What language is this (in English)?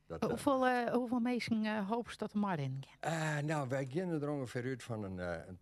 Western Frisian